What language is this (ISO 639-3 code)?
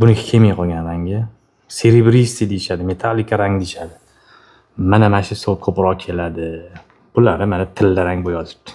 uzb